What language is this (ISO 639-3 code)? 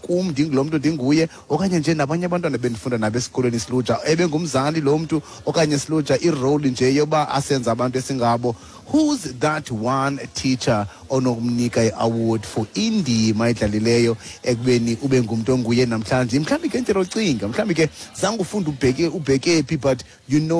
xho